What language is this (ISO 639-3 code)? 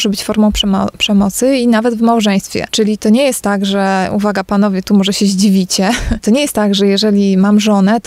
pol